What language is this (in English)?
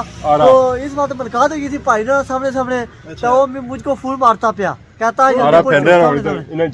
Pahari-Potwari